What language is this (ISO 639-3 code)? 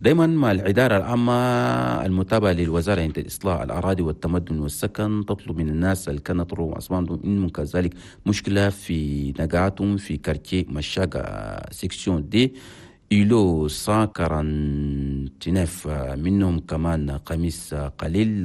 shu